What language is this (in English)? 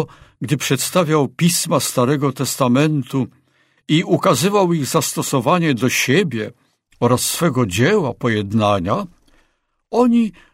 Polish